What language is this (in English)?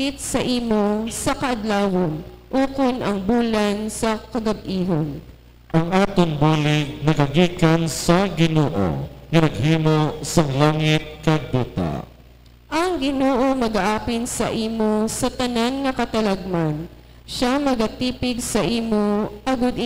Hiligaynon